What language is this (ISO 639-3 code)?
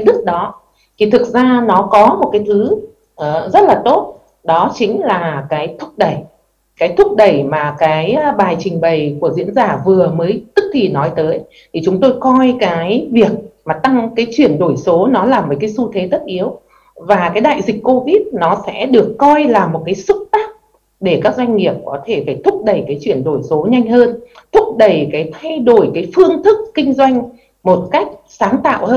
vie